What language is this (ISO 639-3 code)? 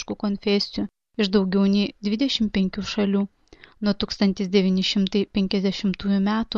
lit